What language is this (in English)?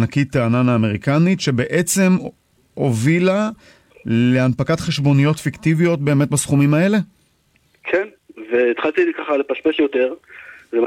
Hebrew